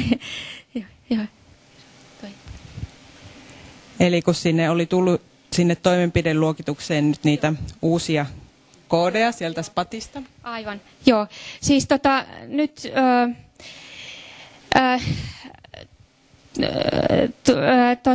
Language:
Finnish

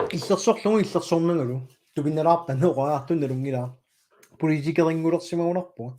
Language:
Kalaallisut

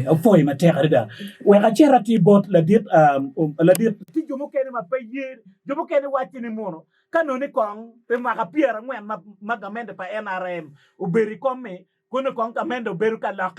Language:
Acoli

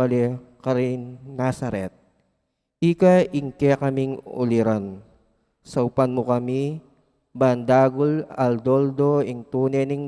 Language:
Pampanga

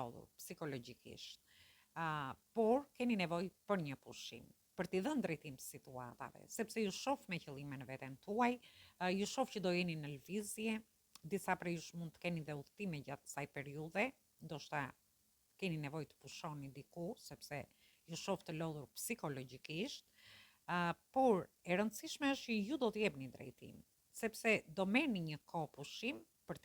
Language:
Albanian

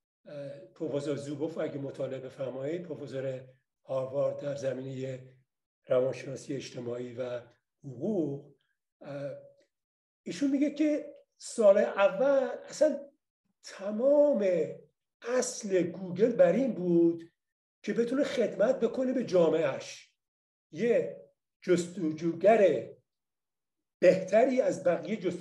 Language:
Persian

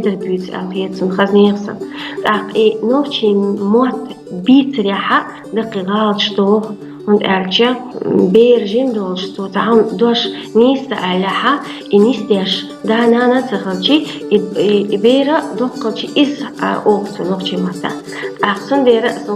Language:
Chechen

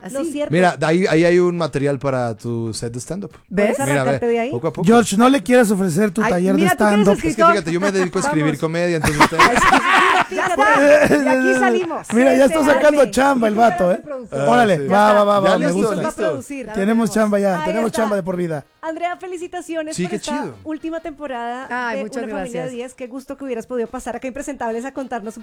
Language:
Spanish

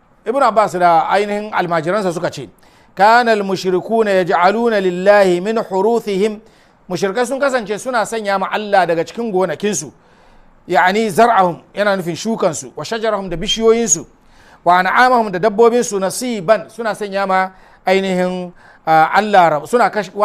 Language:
Hausa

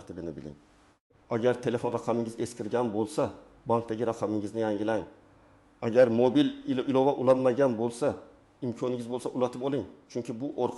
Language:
Uzbek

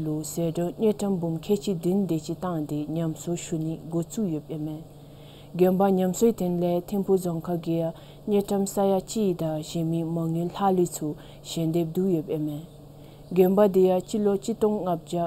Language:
Dzongkha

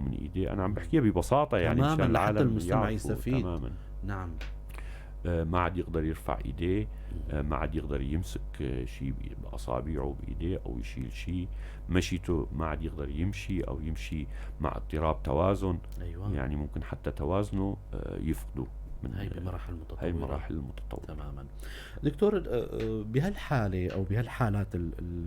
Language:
North Levantine Arabic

